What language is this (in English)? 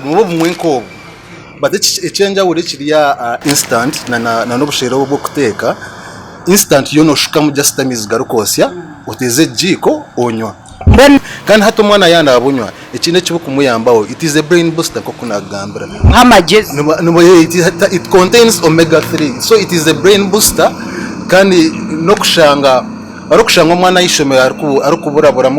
Nyankole